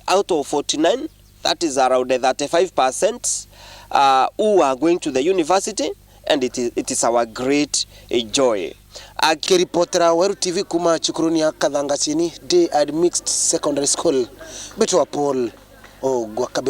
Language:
Meru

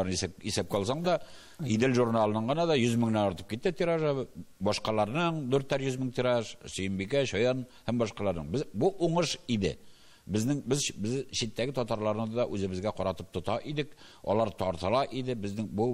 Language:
Tatar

